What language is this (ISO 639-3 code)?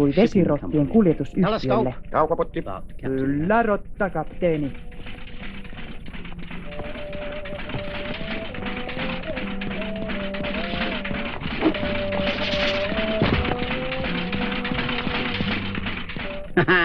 fin